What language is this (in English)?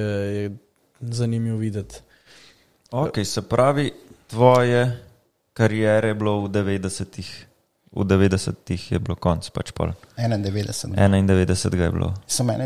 Slovenian